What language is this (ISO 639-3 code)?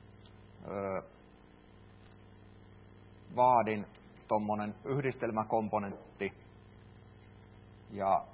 fin